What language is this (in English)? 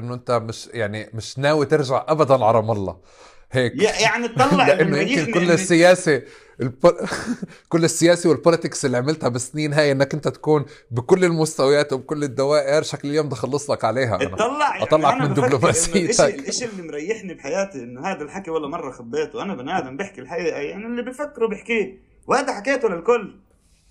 North Levantine Arabic